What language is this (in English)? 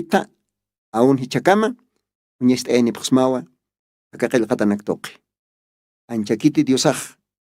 Aymara